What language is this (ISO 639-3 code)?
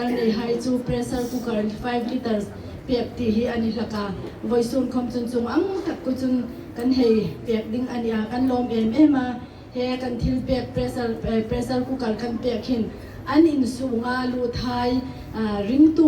hmr